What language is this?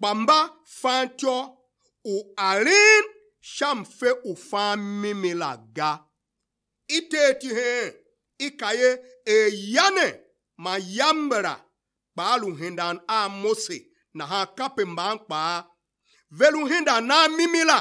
Tiv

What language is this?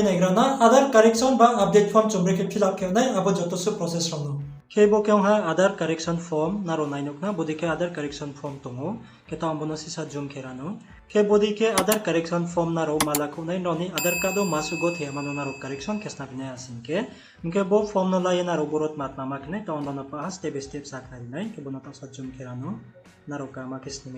Riang (India)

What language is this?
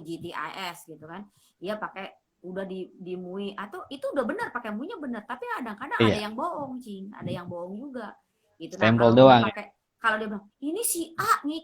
Betawi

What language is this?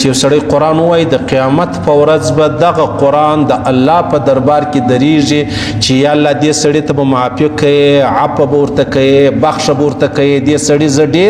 Pashto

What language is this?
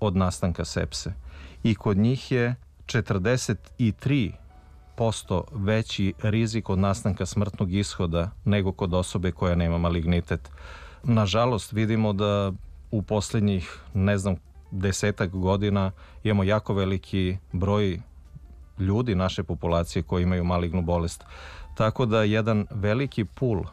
Serbian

